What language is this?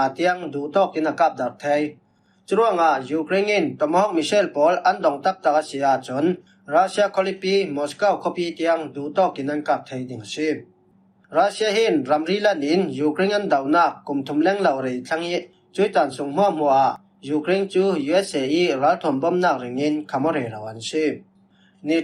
Falam Chin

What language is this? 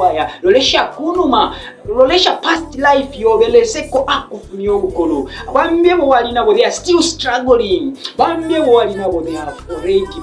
Bemba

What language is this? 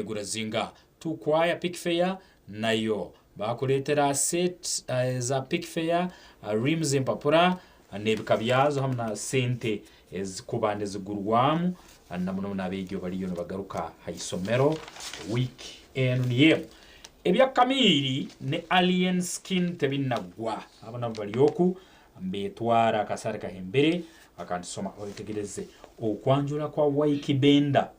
Nyankole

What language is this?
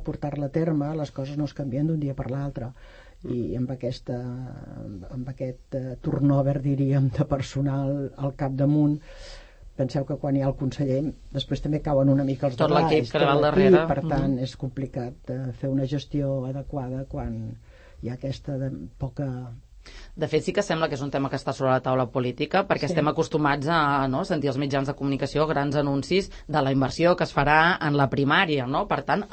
Catalan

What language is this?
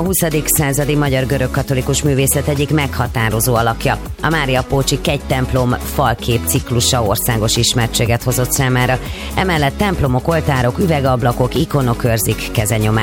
Hungarian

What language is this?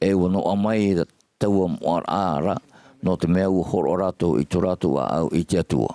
Tahitian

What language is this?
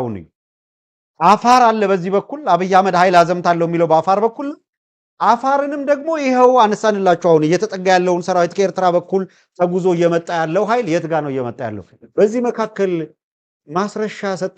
Amharic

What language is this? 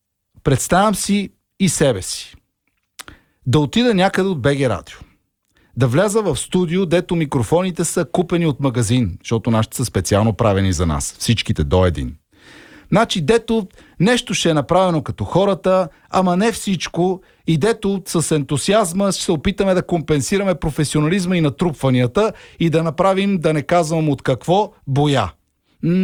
Bulgarian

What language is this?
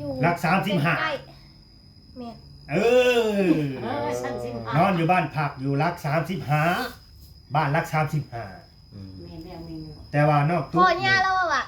Lao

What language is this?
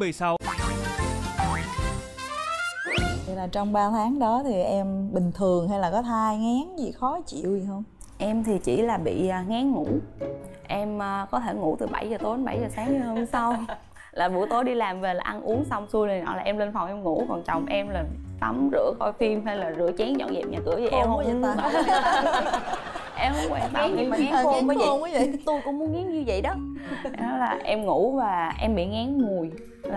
Vietnamese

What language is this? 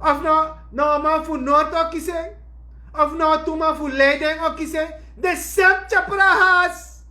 Sranan Tongo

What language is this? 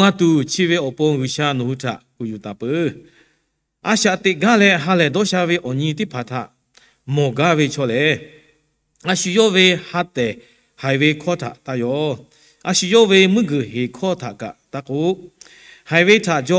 Lahu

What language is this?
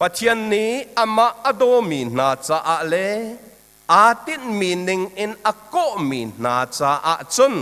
Hakha Chin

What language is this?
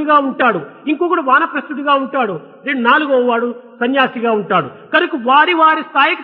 Telugu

